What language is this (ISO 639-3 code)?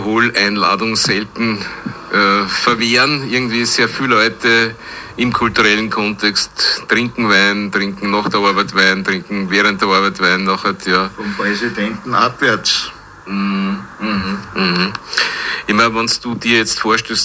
deu